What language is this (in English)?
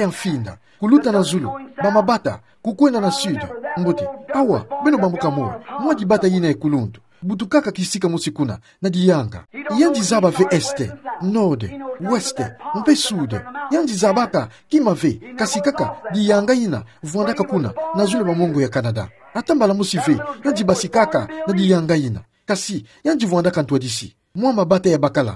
Kituba (Democratic Republic of Congo)